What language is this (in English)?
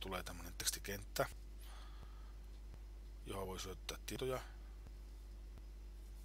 Finnish